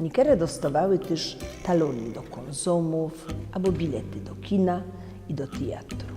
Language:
Silesian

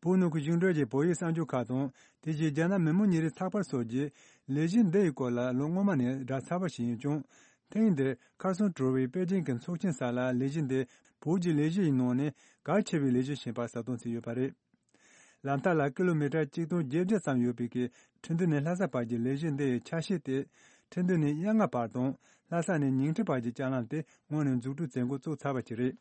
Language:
Tibetan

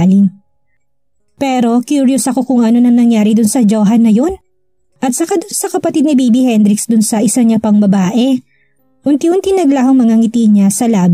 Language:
Filipino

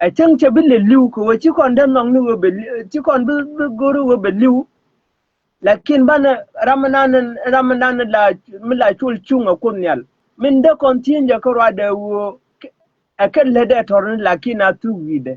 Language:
Nuer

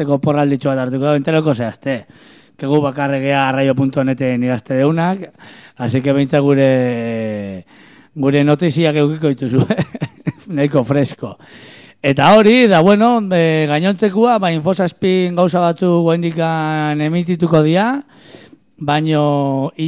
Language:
Basque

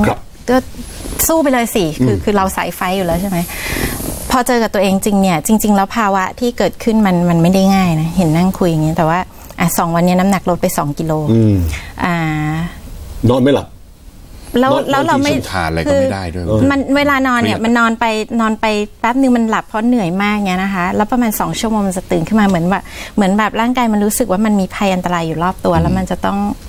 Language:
Thai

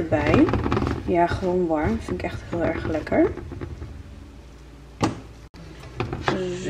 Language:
Dutch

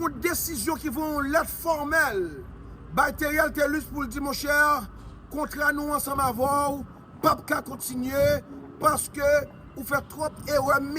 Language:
Haitian Creole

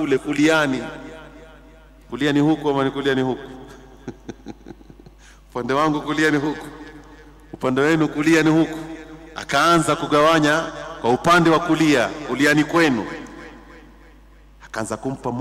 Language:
Swahili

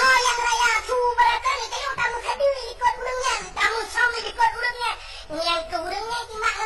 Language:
Achinese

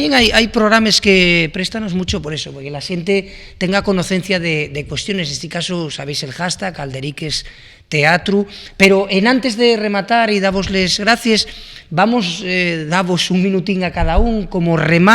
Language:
Asturian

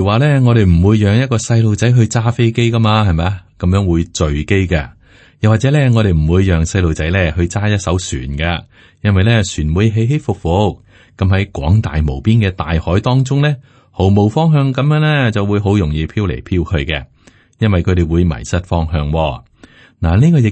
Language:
Cantonese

